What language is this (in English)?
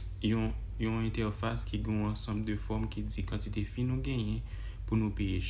Haitian Creole